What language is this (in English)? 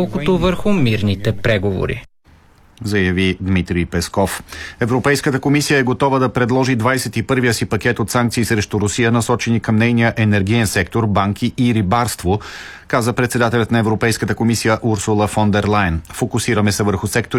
Bulgarian